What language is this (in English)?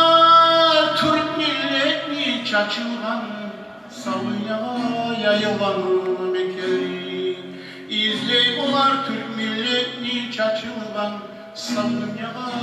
Kumyk